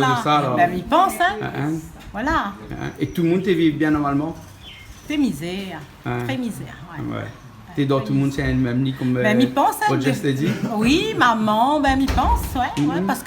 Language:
Réunion Creole French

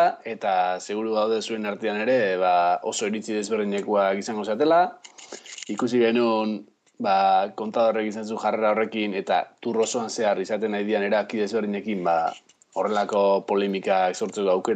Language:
Basque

